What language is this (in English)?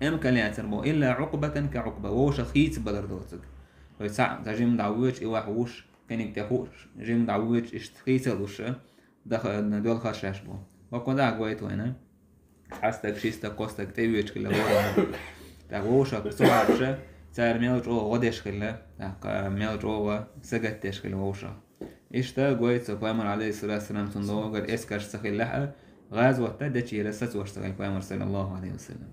Chechen